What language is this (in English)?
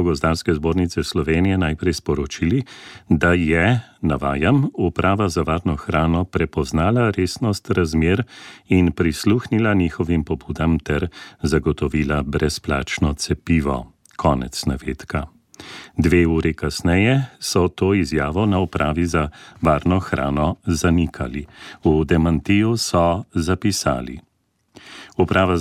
Slovenian